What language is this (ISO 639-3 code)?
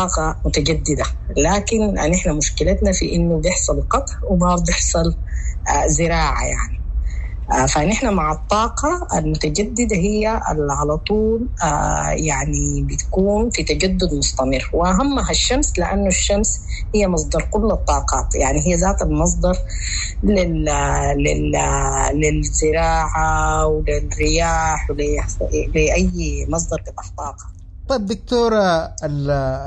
apd